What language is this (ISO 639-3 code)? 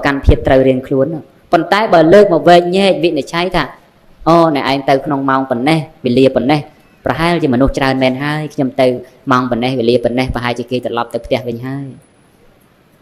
khm